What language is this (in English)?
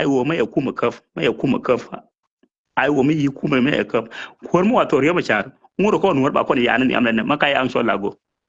Nuer